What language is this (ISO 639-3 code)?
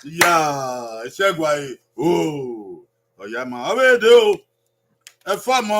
bin